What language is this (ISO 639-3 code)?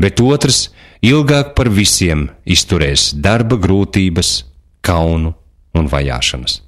lav